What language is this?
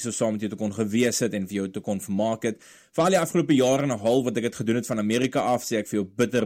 Afrikaans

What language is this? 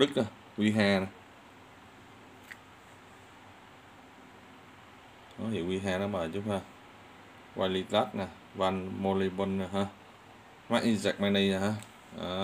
Vietnamese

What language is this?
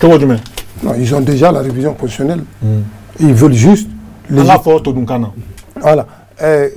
Bambara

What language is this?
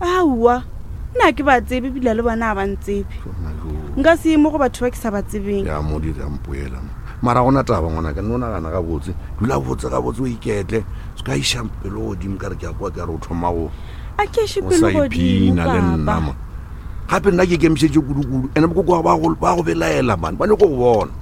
Northern Sotho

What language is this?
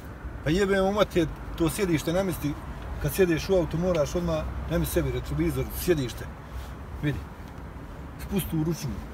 Bosnian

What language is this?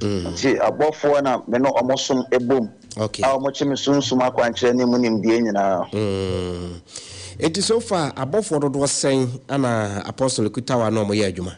Akan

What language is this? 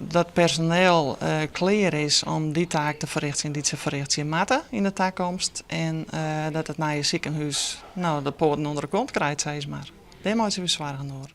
Western Frisian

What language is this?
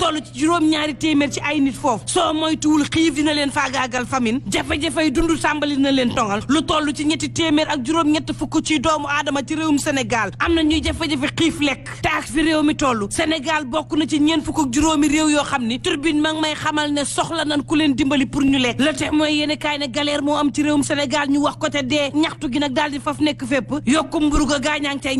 Wolof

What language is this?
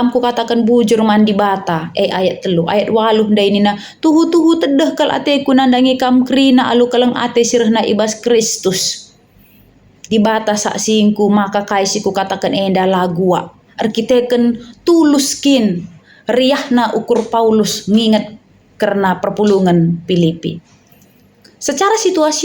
Batak Karo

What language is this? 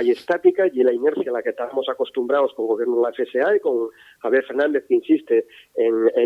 Asturian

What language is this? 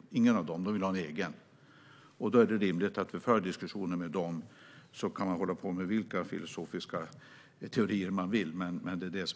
Swedish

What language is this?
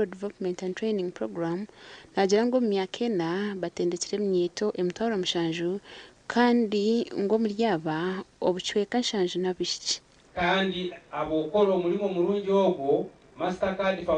Nyankole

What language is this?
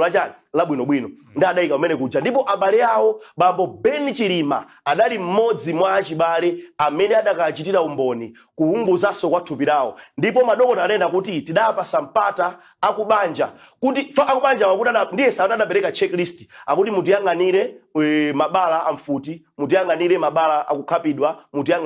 Nyanja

